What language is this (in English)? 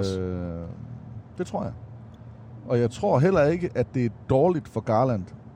Danish